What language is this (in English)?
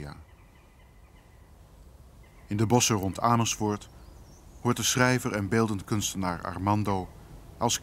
Dutch